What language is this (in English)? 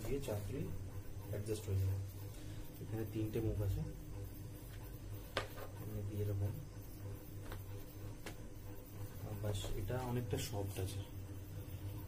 Bangla